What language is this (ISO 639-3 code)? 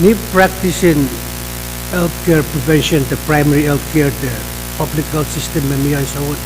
pon